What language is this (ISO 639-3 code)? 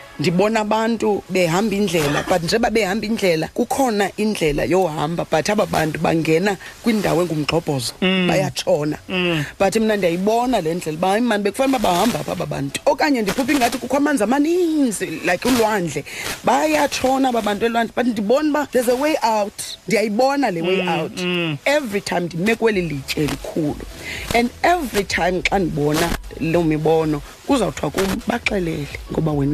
xho